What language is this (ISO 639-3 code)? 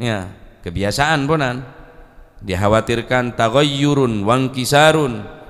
mad